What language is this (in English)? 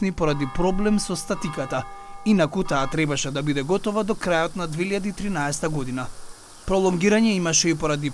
Macedonian